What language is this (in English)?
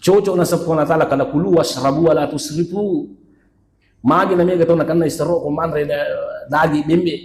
Buginese